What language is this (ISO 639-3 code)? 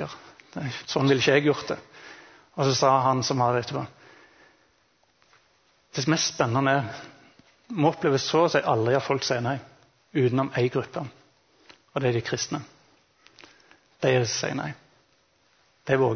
nor